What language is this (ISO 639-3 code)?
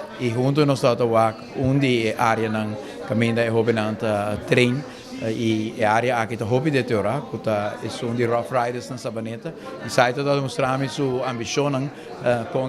pap